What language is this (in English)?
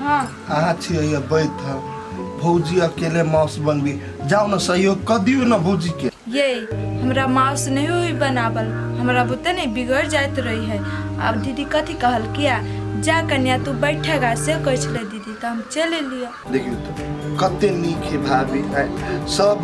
Maithili